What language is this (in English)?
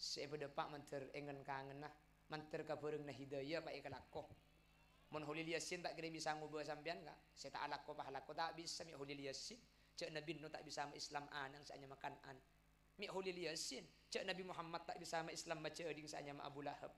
Madurese